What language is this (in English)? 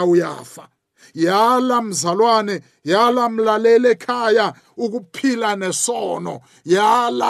South Ndebele